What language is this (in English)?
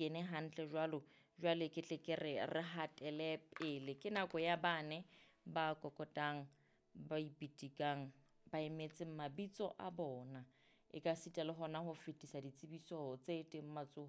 Southern Sotho